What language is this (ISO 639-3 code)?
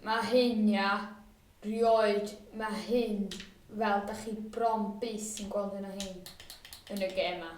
cym